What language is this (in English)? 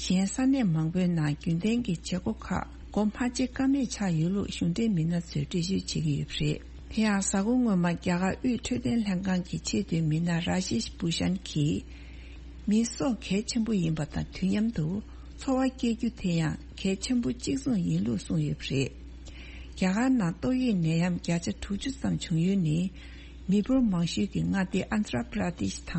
Tibetan